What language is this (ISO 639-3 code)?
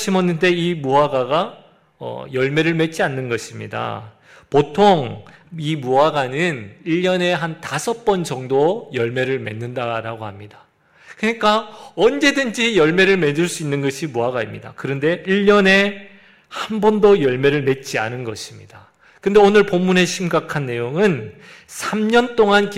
kor